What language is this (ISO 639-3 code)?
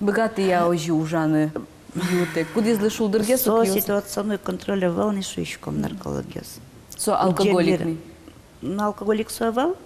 udm